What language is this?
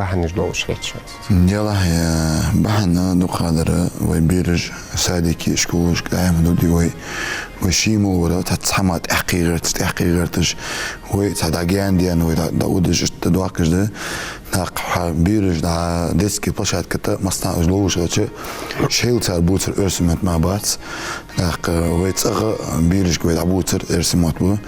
Ingush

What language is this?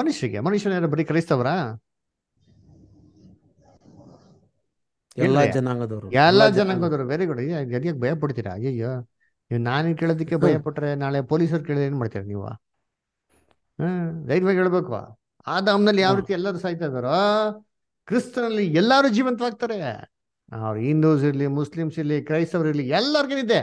Kannada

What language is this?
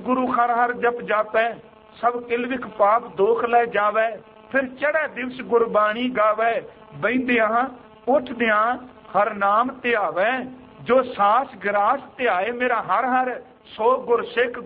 Punjabi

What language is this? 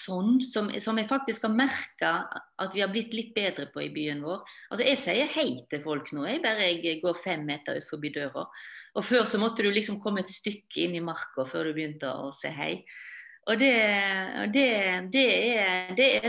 Norwegian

